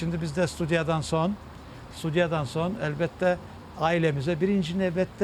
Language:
Crimean Tatar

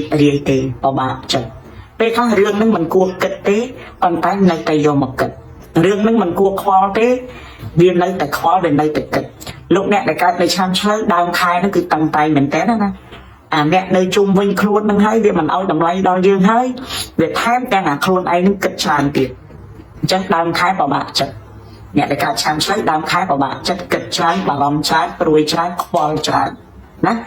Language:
Khmer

